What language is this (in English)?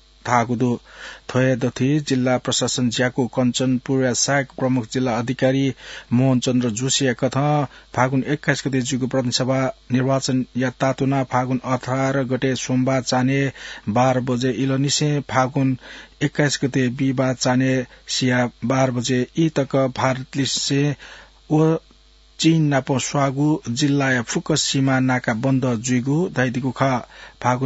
Newari